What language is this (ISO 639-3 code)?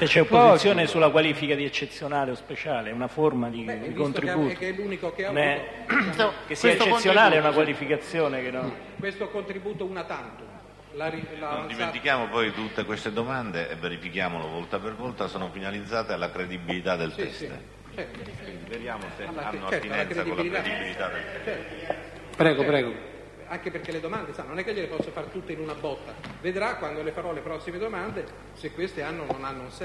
ita